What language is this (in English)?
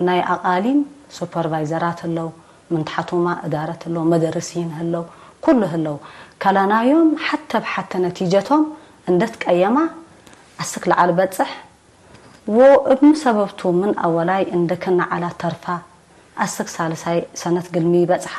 Tigre